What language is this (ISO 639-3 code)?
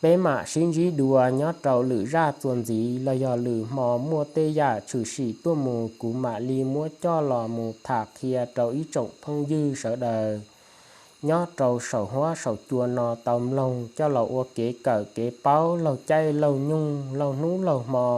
hmn